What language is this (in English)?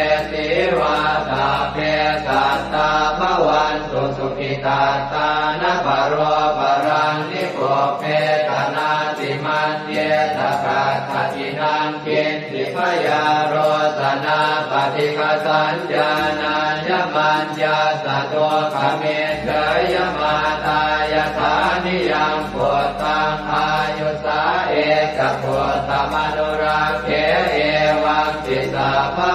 Pali